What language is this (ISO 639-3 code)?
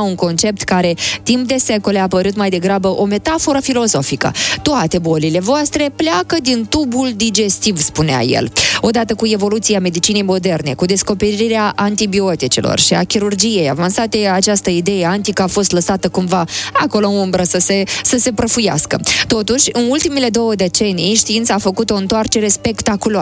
ron